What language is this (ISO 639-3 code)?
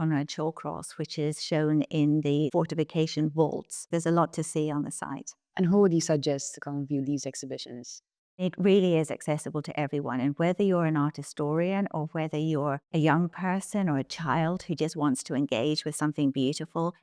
eng